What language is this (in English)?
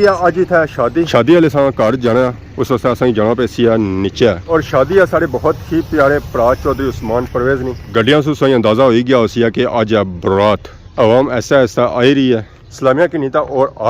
Pahari-Potwari